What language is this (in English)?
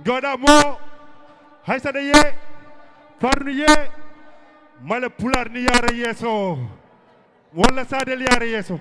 Fula